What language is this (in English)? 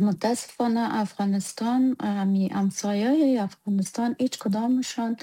Persian